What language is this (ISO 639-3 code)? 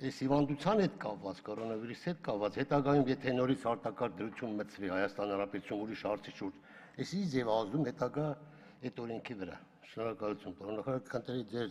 hye